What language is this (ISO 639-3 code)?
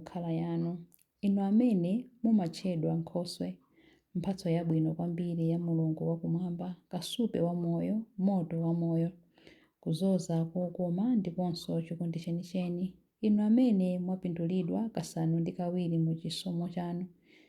nya